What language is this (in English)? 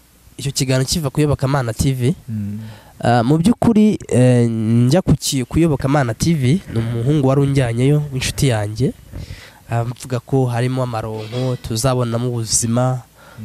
Kinyarwanda